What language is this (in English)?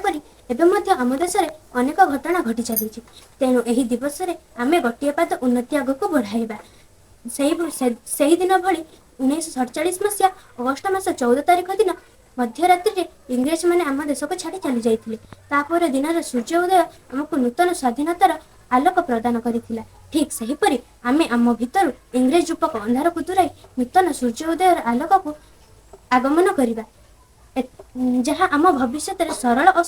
Odia